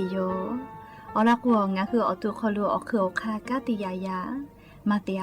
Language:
Lahu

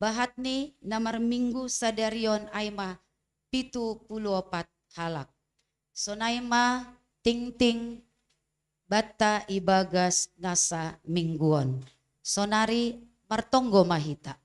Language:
Batak Simalungun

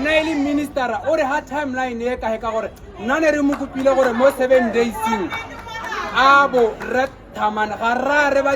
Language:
Tswana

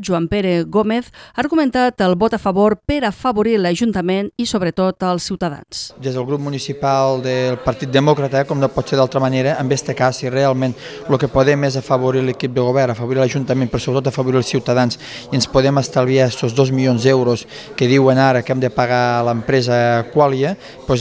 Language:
Catalan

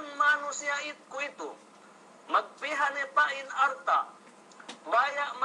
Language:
Yakan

